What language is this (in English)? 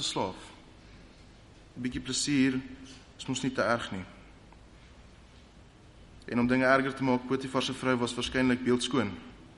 Afrikaans